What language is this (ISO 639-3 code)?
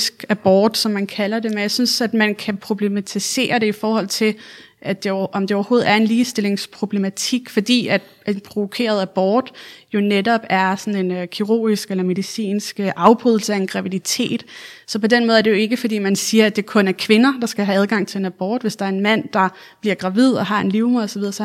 dan